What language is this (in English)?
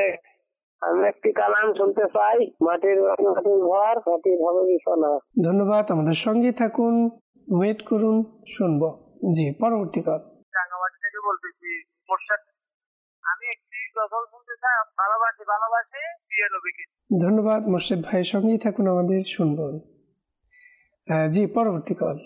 Bangla